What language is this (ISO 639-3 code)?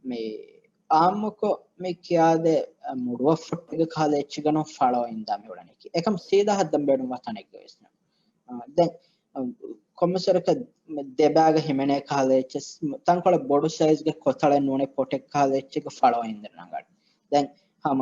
div